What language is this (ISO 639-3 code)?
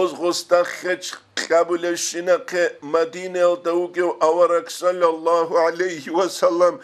ava